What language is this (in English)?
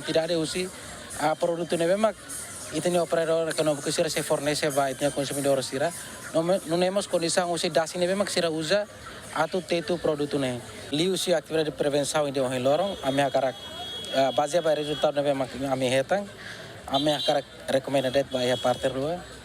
Tetum